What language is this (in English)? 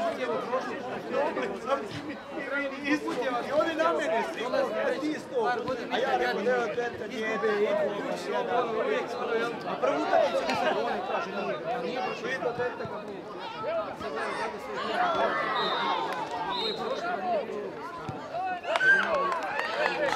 Croatian